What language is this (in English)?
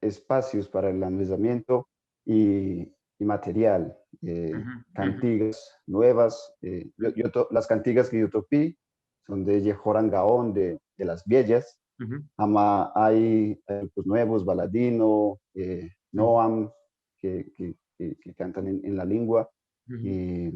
Ladino